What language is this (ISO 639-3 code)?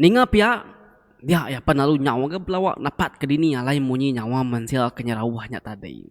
iba